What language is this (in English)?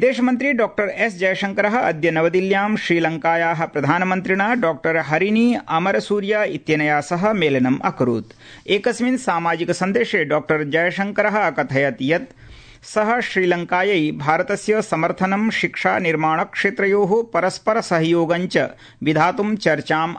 Sanskrit